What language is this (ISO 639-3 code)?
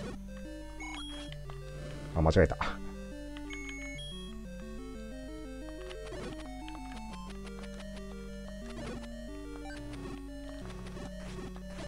jpn